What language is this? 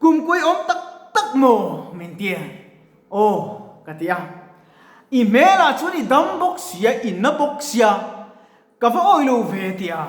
Mizo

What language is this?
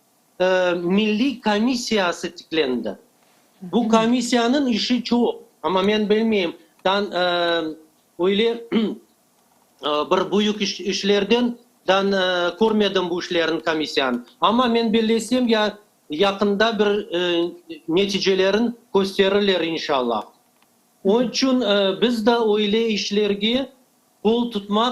Crimean Tatar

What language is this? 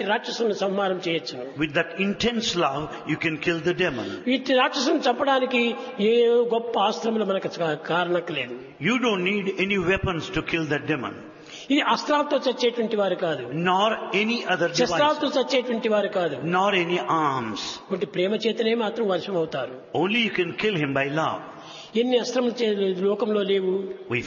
Telugu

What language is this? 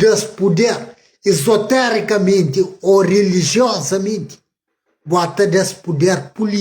Kabuverdianu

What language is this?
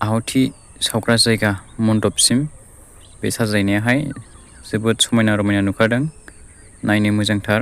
Bodo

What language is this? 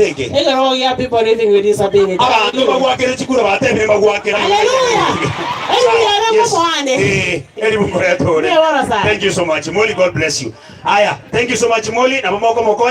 Gusii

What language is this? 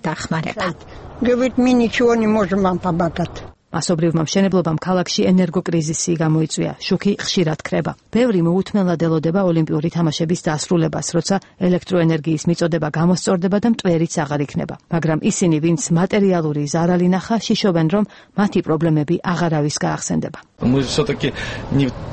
Georgian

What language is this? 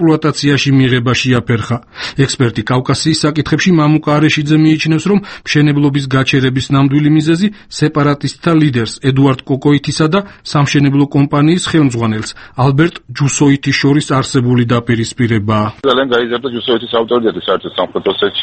Georgian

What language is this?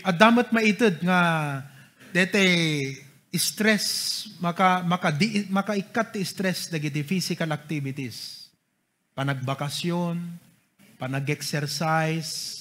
Iloko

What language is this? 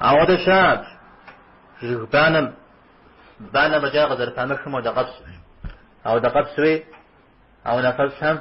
Kabardian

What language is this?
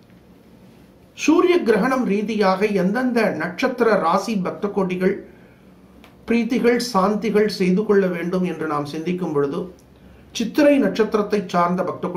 Tamil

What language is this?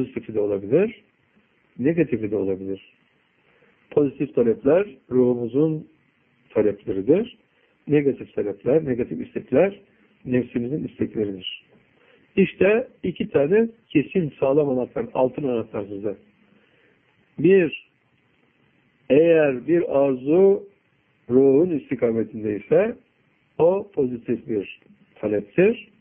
Turkish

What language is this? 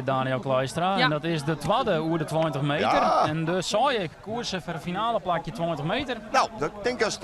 Western Frisian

